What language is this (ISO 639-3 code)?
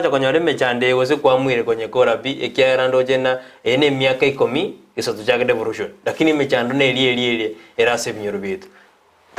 guz